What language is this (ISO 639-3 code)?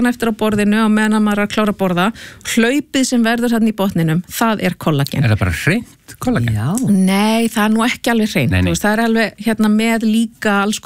isl